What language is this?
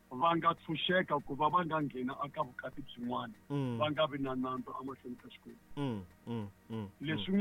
Tsonga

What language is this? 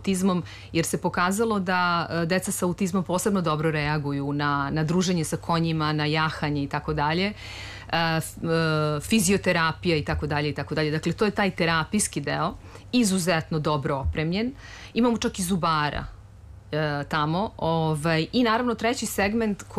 Serbian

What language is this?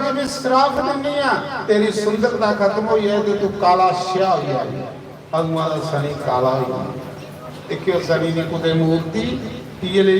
Dogri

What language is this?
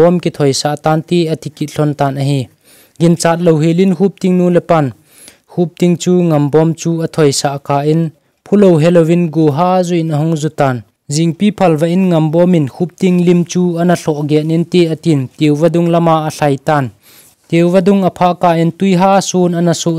Thado Chin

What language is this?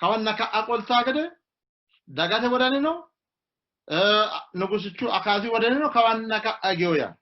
Sidamo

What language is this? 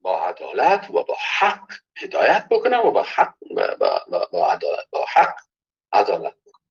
Persian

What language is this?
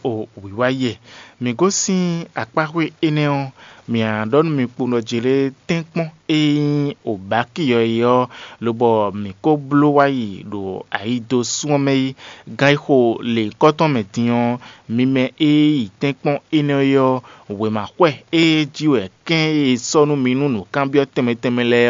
Fon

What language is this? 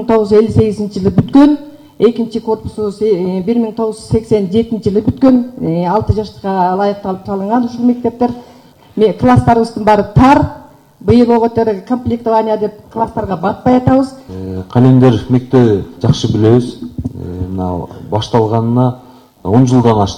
Kyrgyz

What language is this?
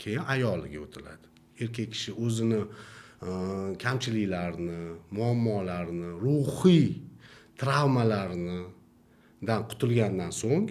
Uzbek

